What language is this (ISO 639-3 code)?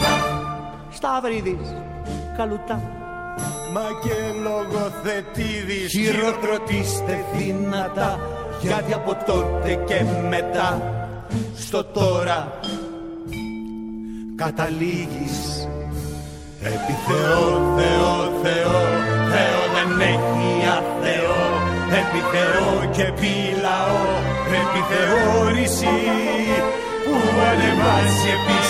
ell